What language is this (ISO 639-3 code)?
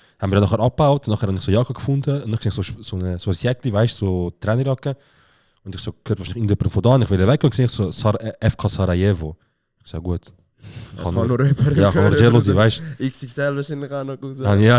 gsw